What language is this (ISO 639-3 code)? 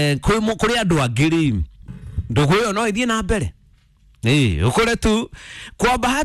kik